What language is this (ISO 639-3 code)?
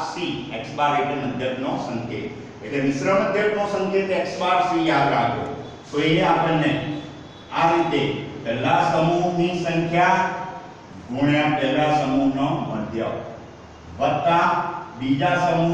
guj